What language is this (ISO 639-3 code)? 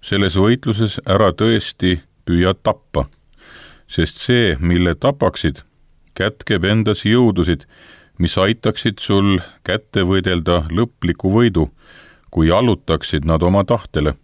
est